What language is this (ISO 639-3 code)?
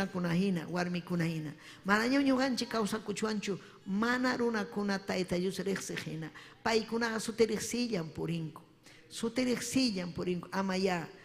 quy